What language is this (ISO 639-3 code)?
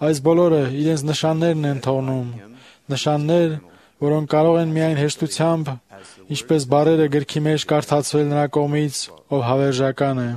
hye